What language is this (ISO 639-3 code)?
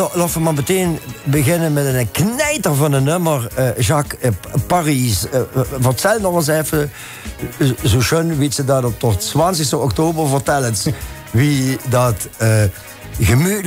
lim